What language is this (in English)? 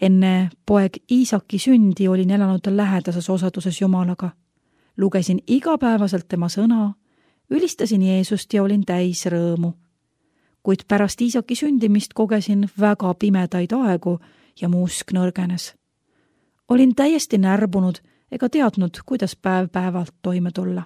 Estonian